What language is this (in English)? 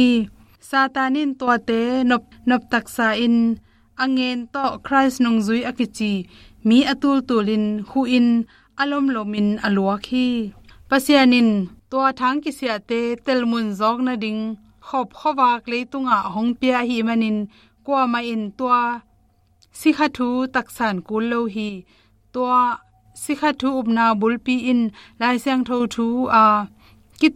Tedim Chin